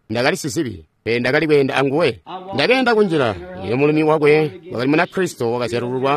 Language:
Tonga (Zambia)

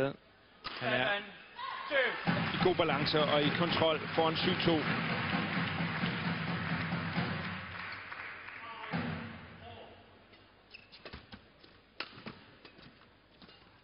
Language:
Danish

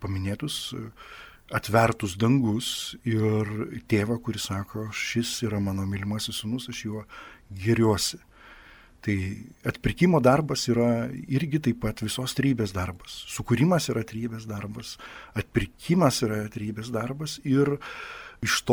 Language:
Lithuanian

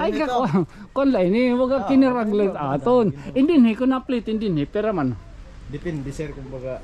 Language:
Waray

